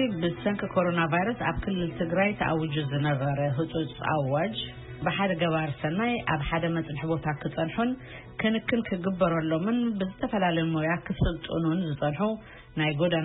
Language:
Tigrinya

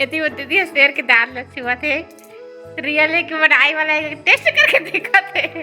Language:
Chhattisgarhi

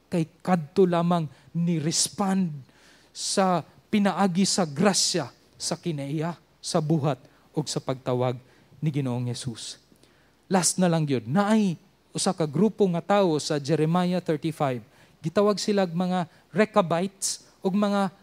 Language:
Cebuano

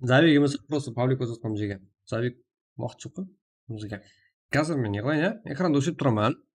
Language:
Kara-Kalpak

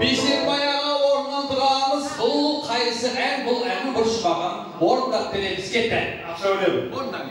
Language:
Kara-Kalpak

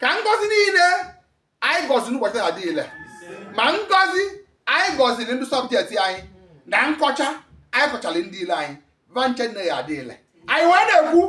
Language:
Igbo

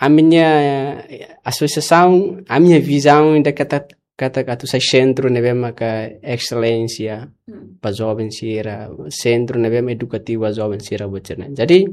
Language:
Tetum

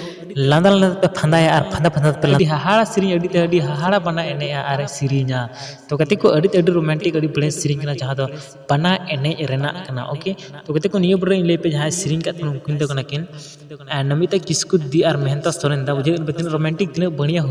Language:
Santali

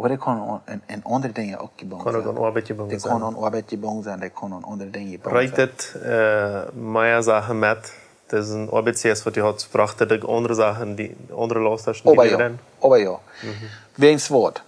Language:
Plautdietsch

